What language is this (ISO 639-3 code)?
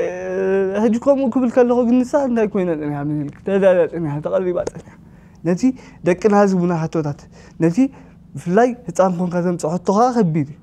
tir